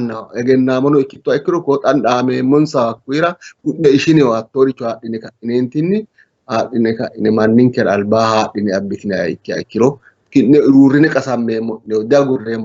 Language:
Sidamo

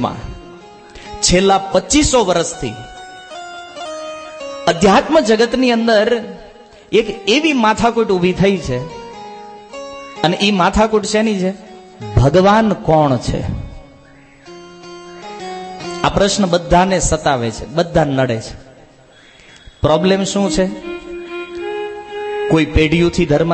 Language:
Gujarati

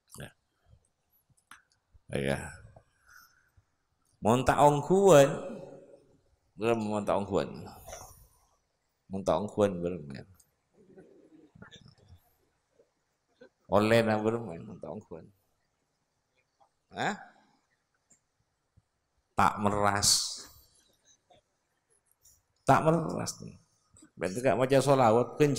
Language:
Malay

